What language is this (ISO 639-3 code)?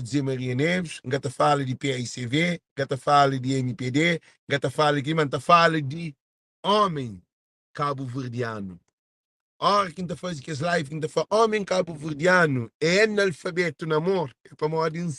kea